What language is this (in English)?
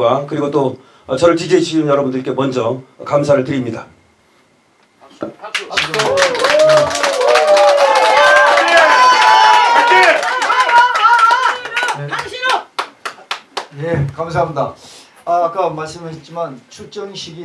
Korean